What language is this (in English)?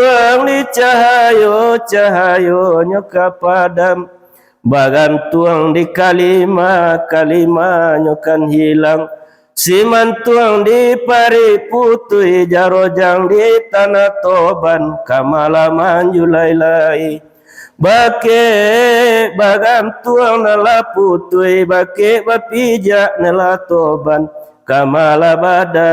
Minangkabau